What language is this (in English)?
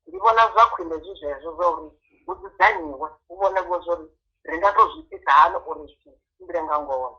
Venda